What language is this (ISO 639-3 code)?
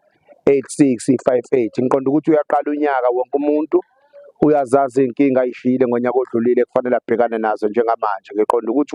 zul